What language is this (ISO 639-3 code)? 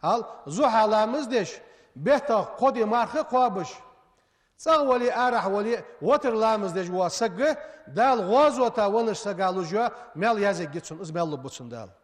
inh